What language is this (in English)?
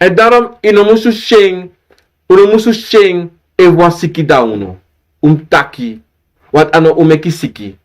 Sranan Tongo